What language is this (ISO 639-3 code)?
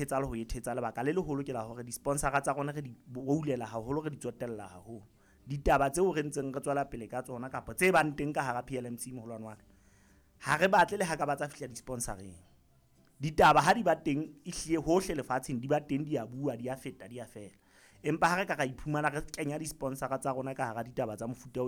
sot